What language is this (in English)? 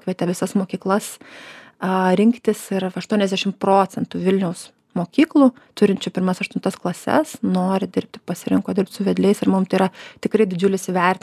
Lithuanian